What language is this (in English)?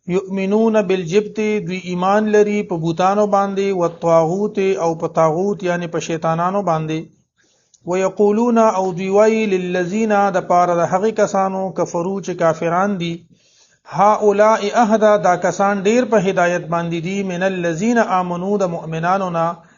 Pashto